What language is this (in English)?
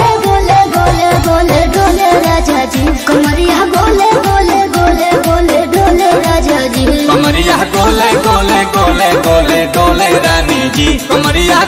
Bhojpuri